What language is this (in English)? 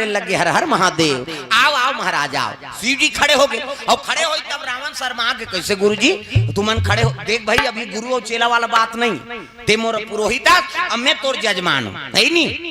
Chhattisgarhi